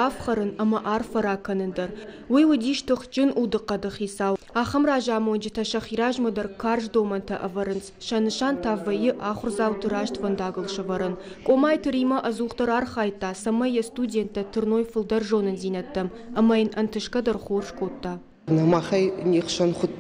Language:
Ossetic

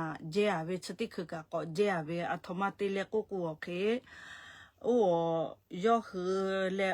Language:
Lahu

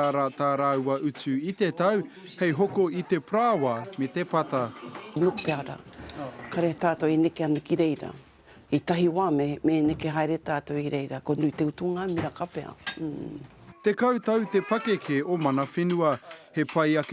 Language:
Māori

